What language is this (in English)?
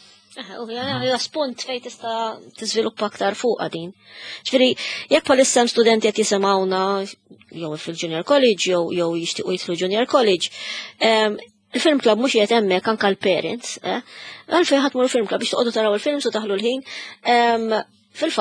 Maltese